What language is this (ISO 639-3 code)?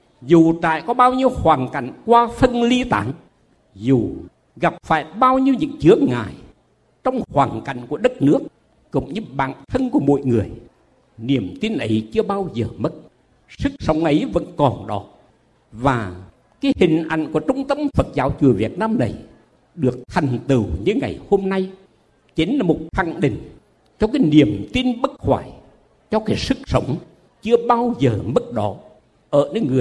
vie